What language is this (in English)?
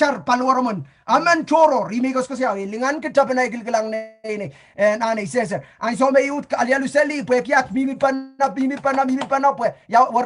Pohnpeian